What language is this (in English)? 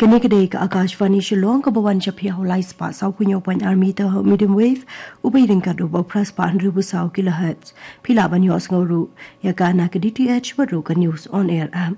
Khasi